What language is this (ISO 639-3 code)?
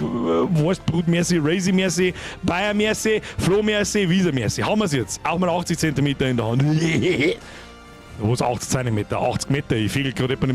bar